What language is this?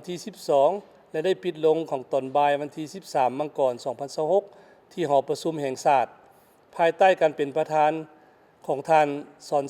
Lao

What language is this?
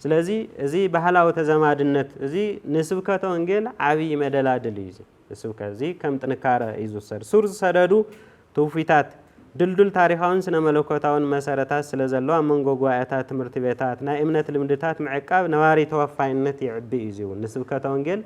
Tigrinya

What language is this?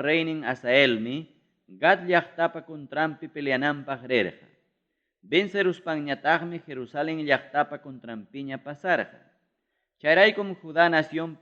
Ayacucho Quechua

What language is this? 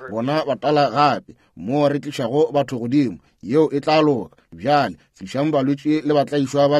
Northern Sotho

